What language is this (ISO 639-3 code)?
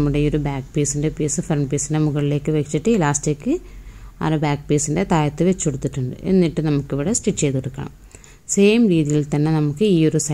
mal